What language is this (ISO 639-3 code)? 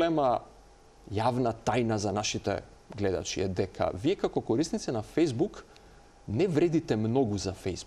mkd